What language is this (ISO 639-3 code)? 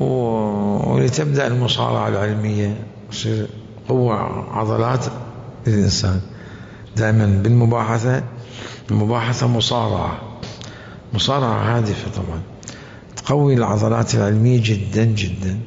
acm